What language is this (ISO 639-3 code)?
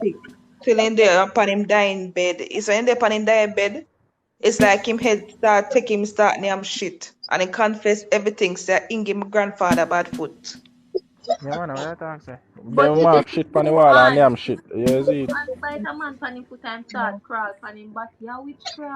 jam